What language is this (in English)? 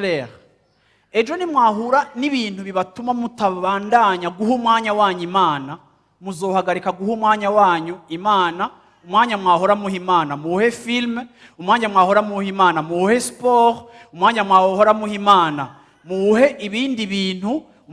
Rundi